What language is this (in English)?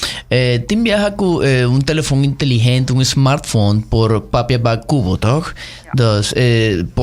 Papiamento